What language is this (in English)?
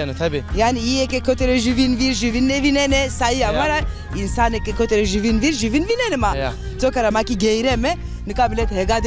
Zaza